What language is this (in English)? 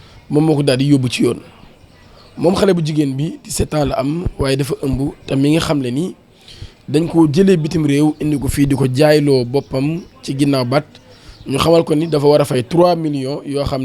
Wolof